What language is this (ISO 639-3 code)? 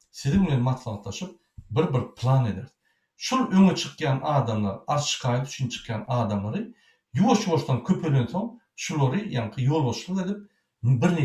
tuk